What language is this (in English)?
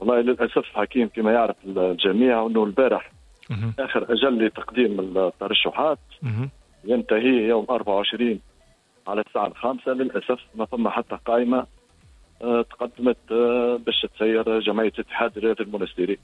Tunisian Arabic